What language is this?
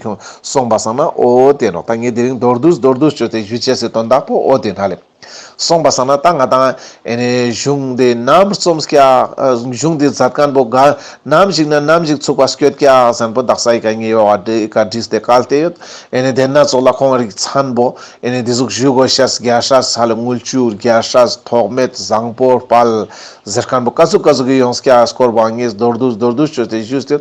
Ladakhi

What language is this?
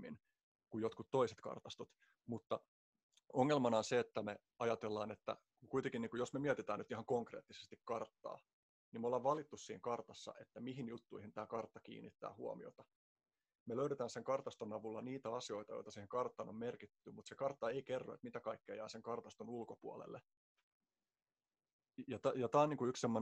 Finnish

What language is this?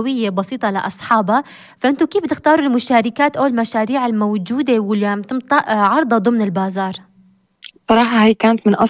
North Levantine Arabic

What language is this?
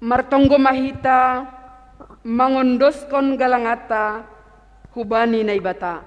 Batak Simalungun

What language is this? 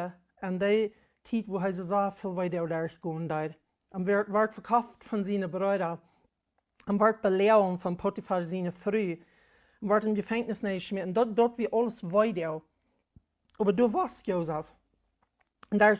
Plautdietsch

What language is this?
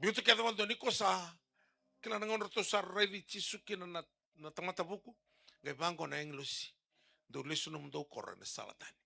Fijian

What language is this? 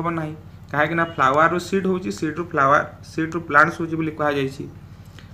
Odia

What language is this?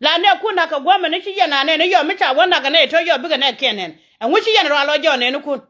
Nuer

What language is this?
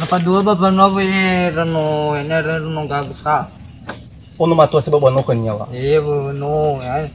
Nias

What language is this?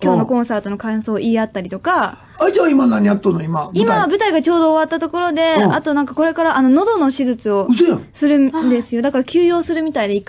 Japanese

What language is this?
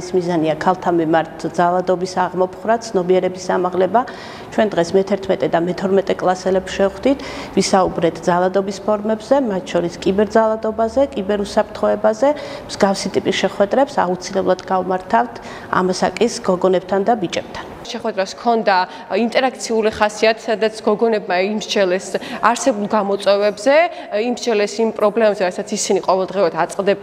Georgian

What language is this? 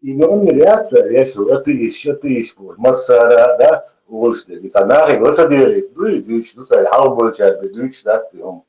Chechen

